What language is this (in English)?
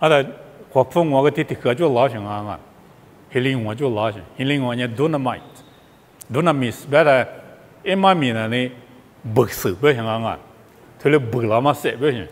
Lisu